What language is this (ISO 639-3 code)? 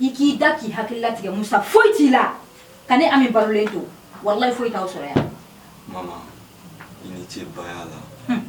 bam